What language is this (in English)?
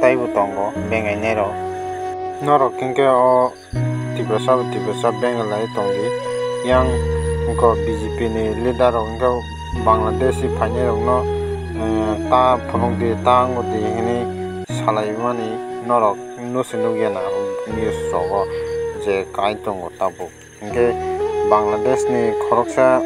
Kok Borok